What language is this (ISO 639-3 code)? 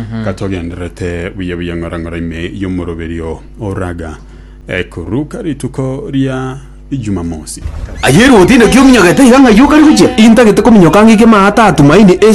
guz